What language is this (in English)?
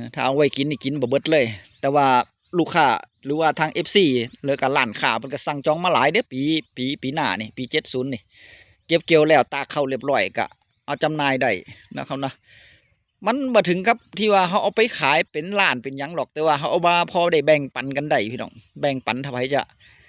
Northeastern Thai